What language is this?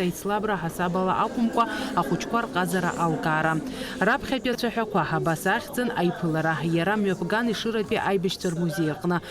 Abkhazian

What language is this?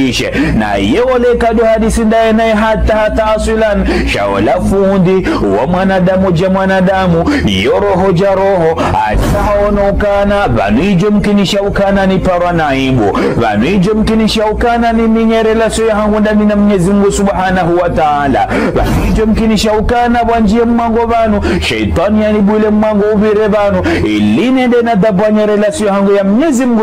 Ngazidja Comorian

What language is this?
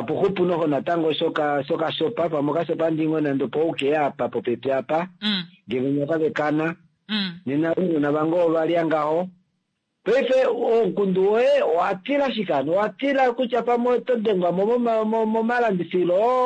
Kuanyama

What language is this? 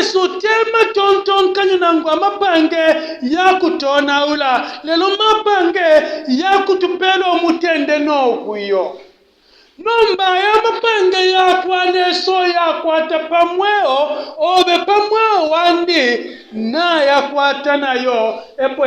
Bemba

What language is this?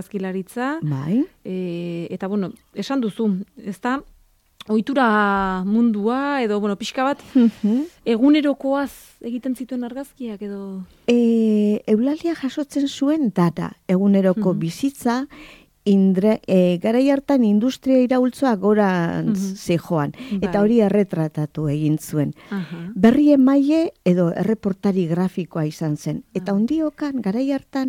Basque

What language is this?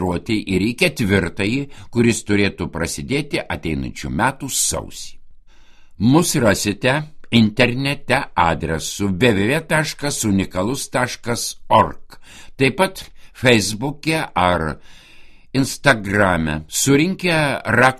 Lithuanian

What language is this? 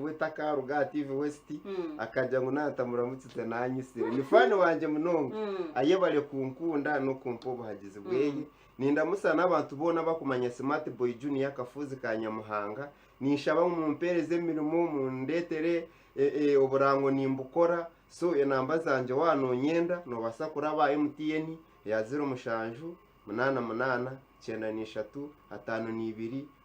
Nyankole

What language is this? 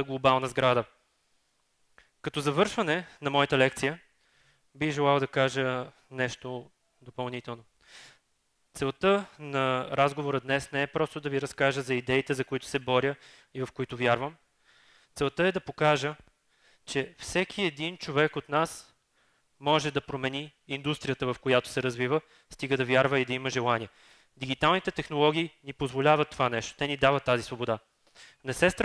Bulgarian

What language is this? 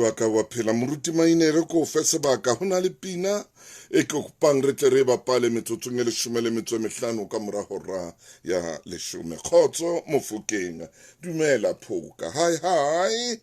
Southern Sotho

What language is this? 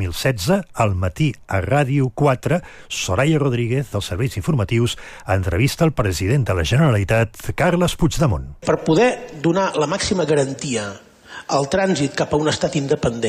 Catalan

